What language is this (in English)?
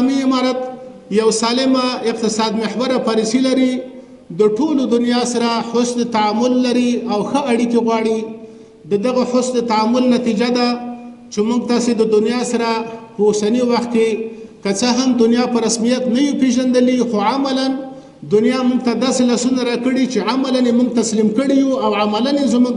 Pashto